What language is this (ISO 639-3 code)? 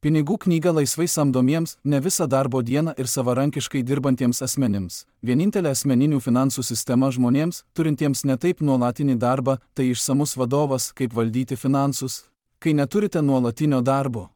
lit